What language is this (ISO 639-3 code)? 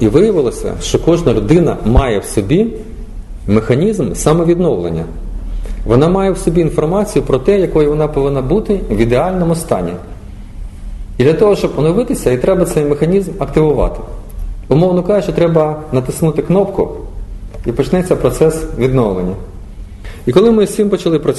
ukr